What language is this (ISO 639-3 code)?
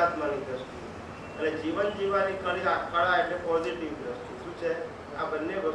guj